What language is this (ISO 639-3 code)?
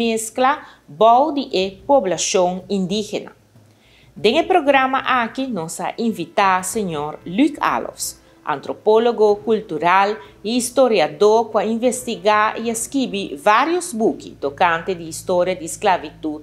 pap